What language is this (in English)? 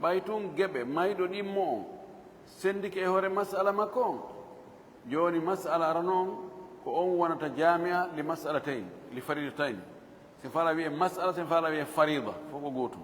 Fula